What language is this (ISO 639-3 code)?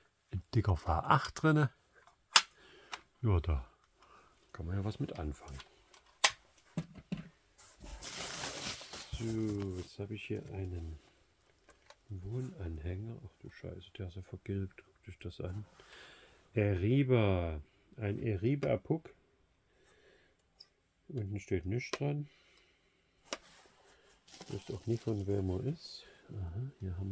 deu